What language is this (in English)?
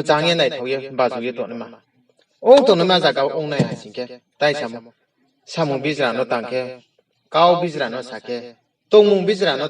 Riang (India)